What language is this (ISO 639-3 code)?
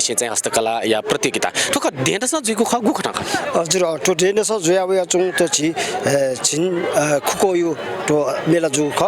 new